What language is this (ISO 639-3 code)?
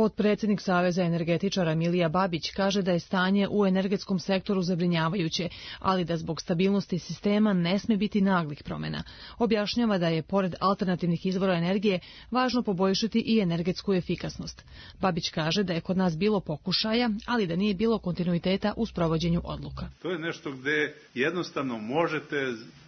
srp